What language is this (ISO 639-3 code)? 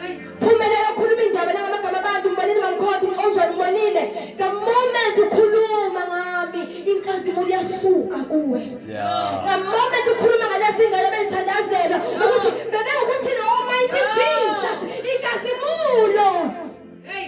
zul